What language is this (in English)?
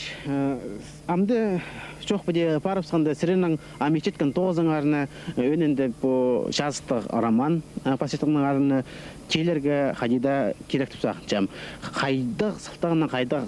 Khakas